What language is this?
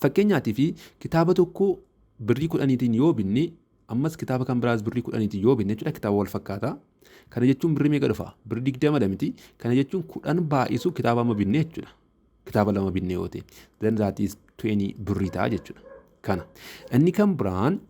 Oromo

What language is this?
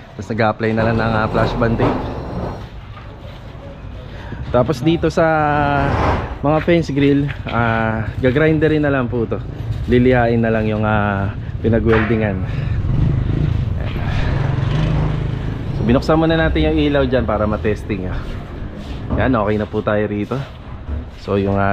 Filipino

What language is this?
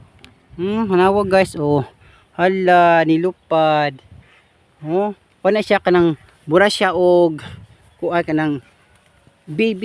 Cebuano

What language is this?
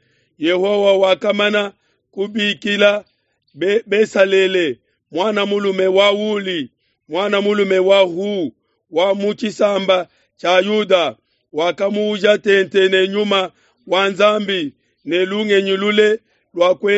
Luba-Lulua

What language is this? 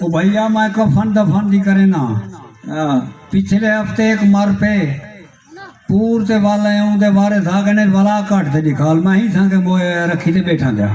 Saraiki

